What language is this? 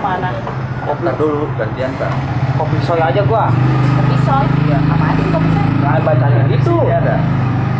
Betawi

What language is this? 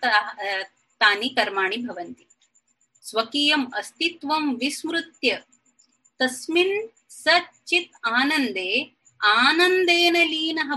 Sanskrit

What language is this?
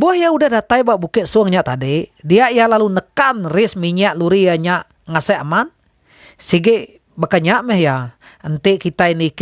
Iban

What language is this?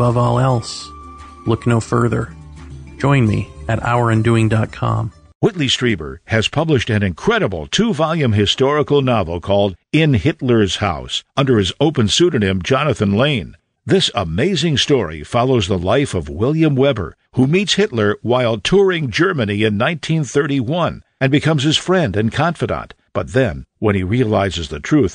English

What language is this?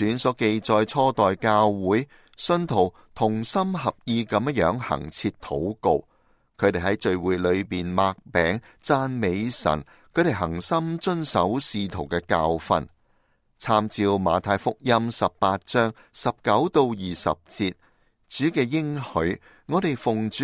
Cantonese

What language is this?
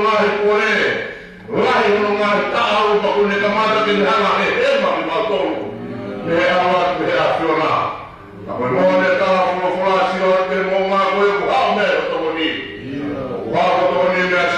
Tongan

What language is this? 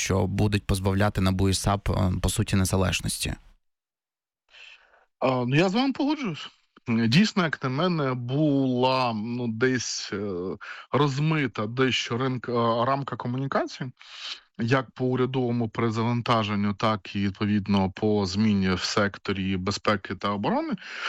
Ukrainian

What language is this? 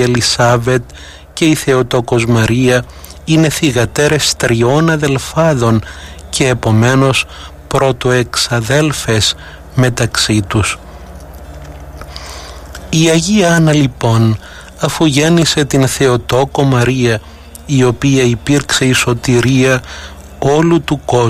Greek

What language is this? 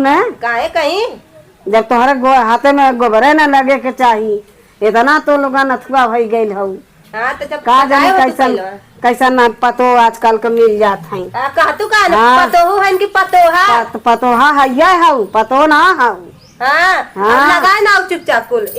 Awadhi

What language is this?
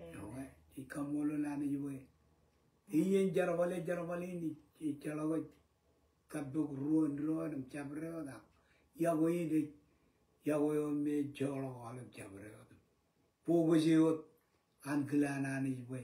Marshallese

